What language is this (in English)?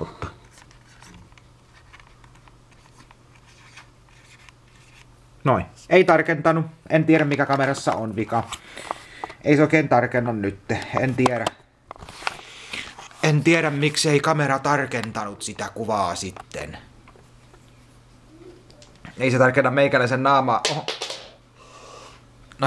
Finnish